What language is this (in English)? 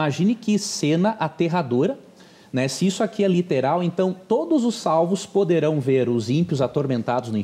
Portuguese